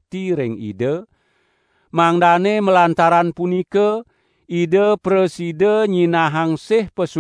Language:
Balinese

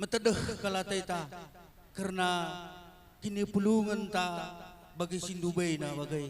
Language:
Batak Karo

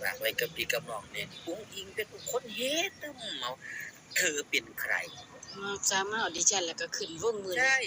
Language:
Northeastern Thai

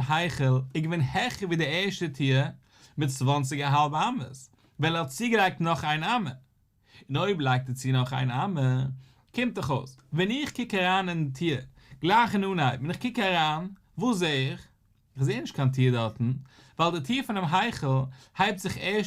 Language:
Yiddish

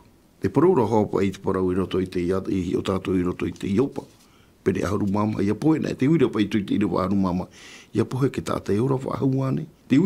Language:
Tahitian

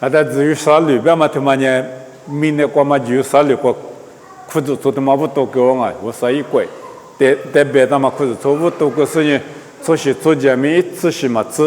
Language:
Lisu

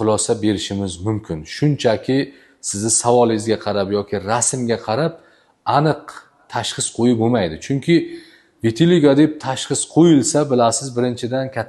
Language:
Uzbek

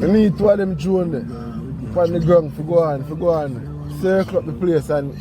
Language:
Jamaican Creole English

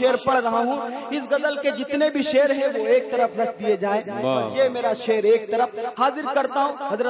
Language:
Urdu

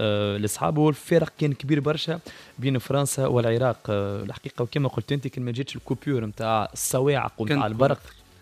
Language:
Tunisian Arabic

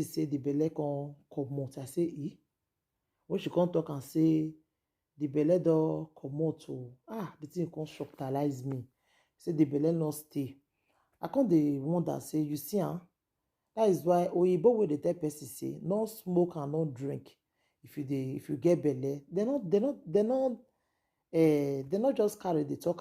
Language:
Nigerian Pidgin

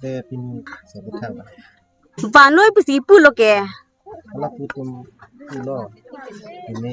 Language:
Karbi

